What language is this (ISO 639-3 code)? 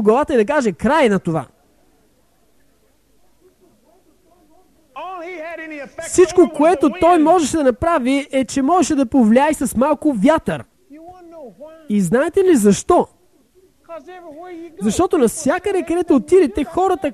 bul